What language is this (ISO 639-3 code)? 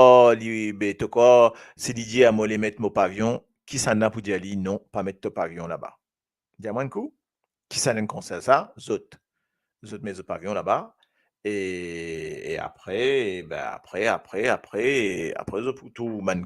mfe